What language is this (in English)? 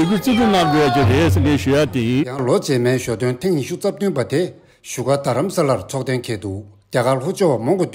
Tibetan